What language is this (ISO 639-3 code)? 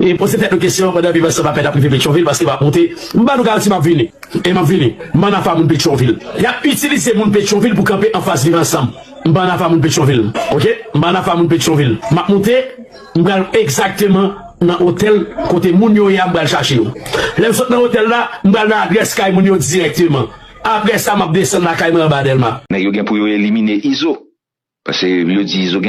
hat